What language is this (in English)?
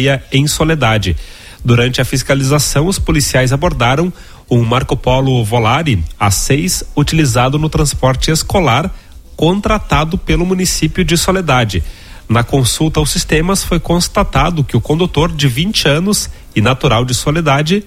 Portuguese